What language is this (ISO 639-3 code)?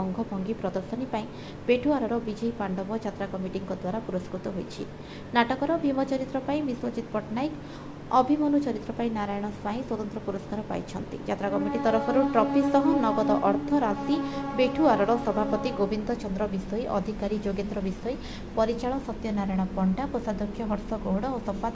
ori